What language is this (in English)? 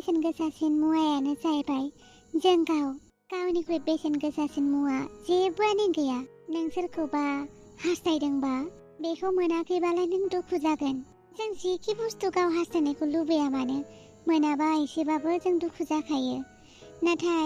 Bodo